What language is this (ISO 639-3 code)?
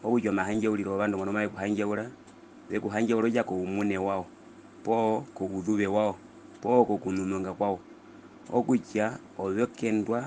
her